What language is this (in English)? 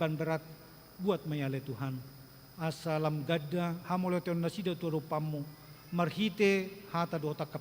Batak Toba